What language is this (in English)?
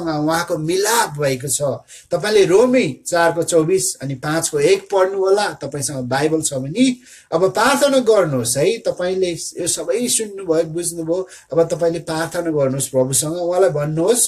Nepali